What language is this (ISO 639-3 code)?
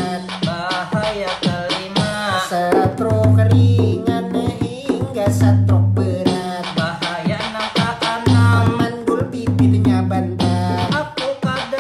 bjn